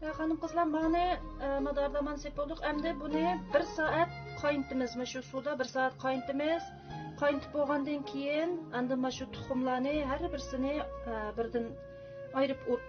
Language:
Uyghur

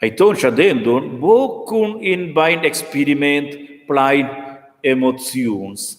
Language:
Romansh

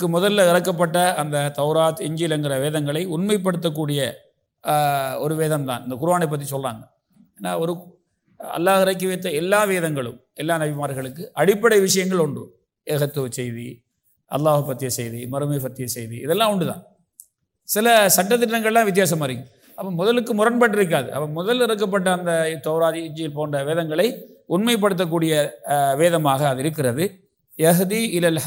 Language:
Tamil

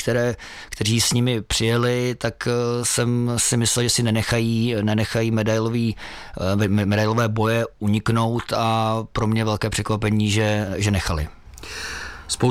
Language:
Czech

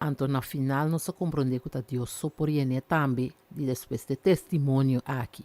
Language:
Papiamento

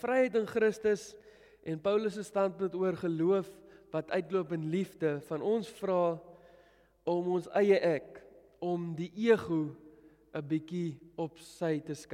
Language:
Afrikaans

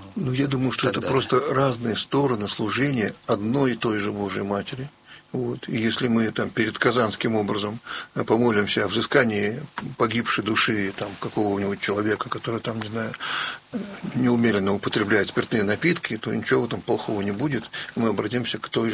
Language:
Russian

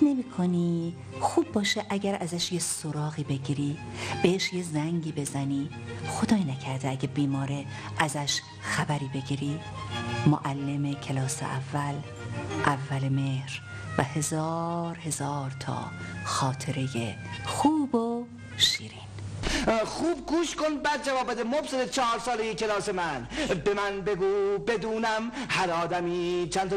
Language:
Persian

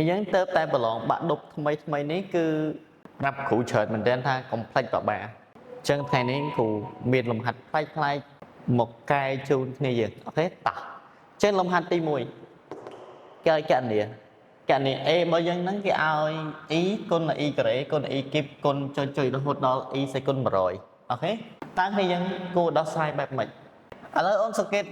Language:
Khmer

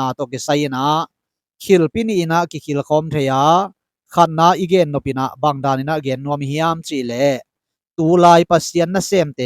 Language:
Tedim Chin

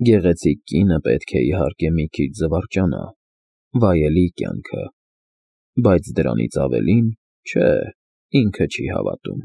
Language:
Armenian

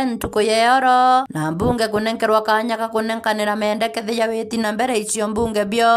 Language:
Meru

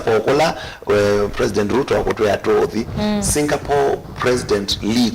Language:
Kamba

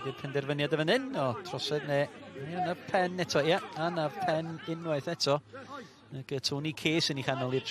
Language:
Welsh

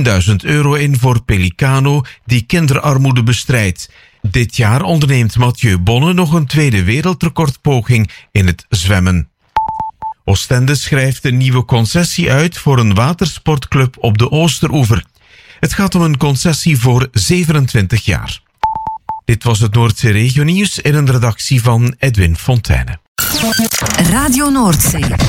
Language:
Dutch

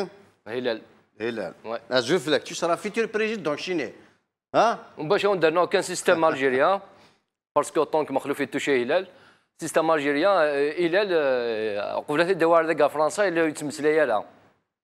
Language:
Kabyle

